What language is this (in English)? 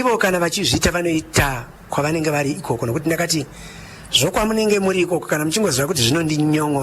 Shona